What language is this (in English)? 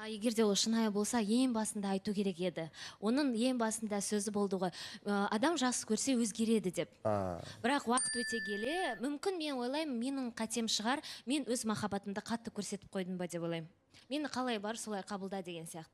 Kazakh